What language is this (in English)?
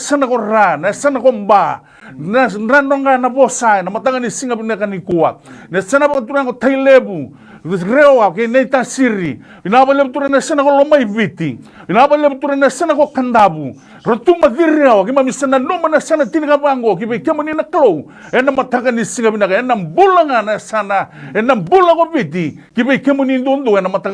Fijian